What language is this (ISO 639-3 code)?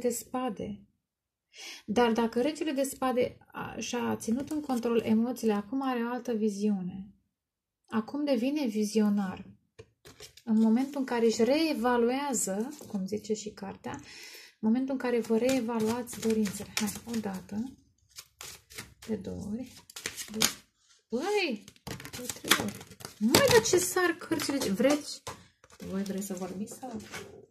ron